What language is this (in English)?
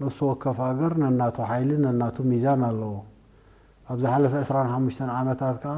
Tigrinya